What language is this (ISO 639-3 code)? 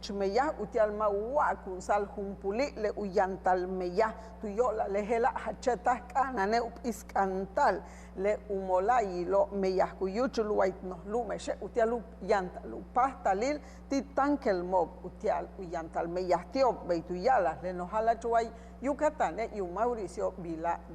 yua